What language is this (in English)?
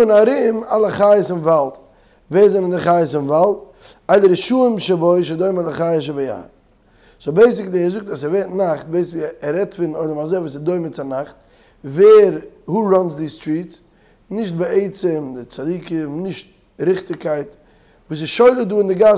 Yiddish